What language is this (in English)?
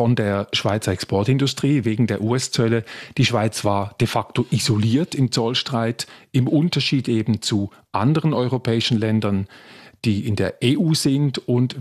German